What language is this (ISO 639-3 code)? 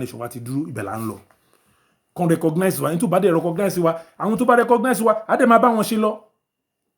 yor